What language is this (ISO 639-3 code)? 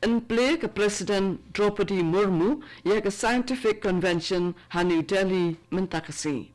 kha